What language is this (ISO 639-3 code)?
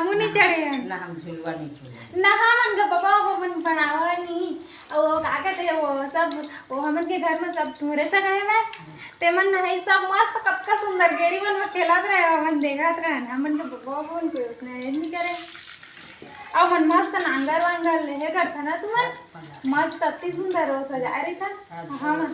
hne